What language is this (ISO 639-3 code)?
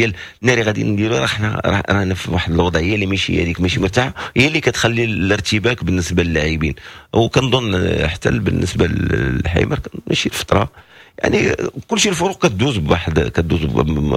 ary